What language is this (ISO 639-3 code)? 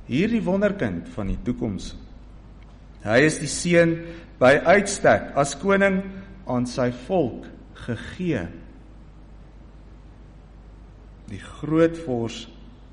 afr